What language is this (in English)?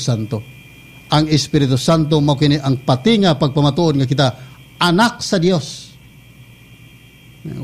Cebuano